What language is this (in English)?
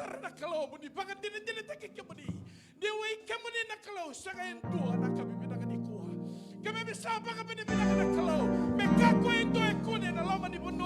Fijian